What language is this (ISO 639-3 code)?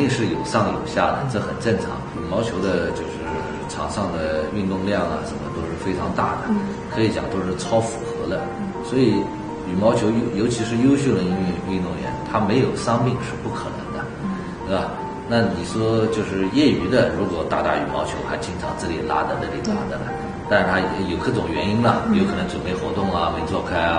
zho